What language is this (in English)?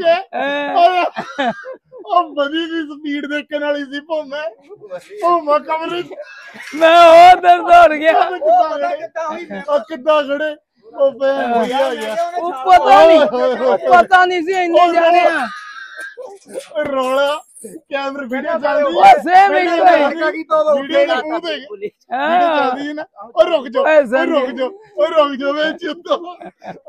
Punjabi